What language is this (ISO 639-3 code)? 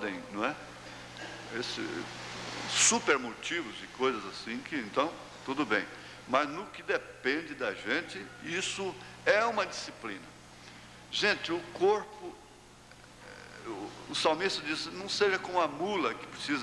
por